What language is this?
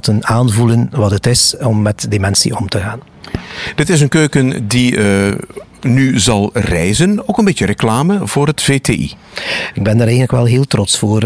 Dutch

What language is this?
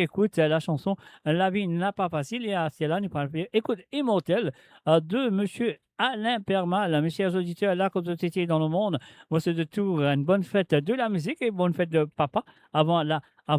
Morisyen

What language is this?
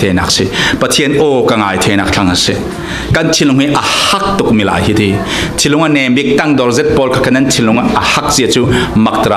Falam Chin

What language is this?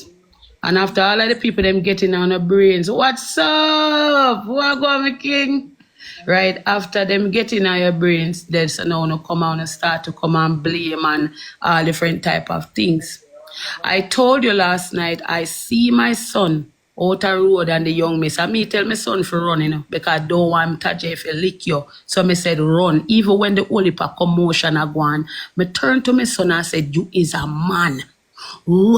Jamaican Creole English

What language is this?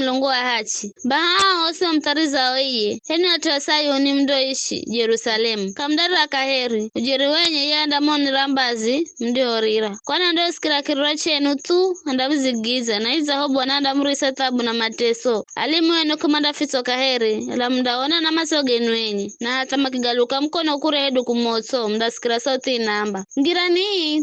Giryama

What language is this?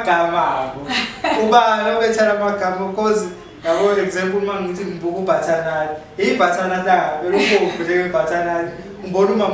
Zulu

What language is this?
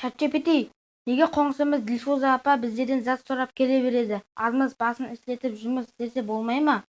Kara-Kalpak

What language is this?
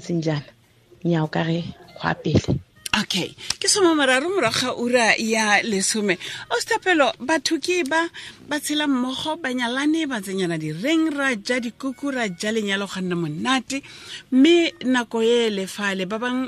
Tswana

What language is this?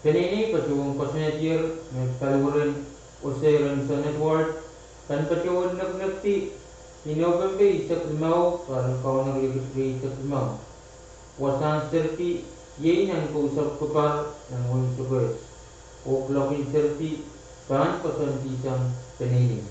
Pohnpeian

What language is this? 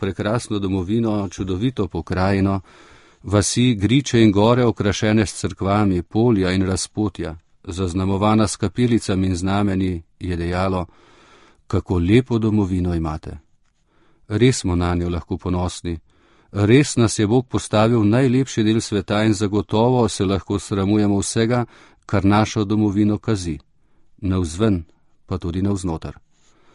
Slovenian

